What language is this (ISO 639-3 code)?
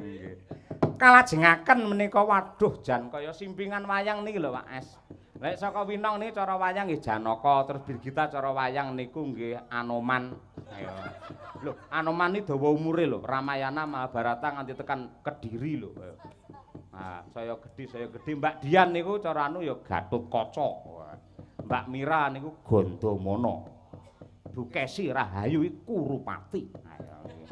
jav